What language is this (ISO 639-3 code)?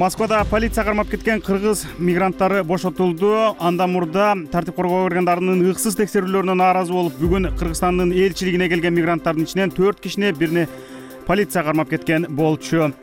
kir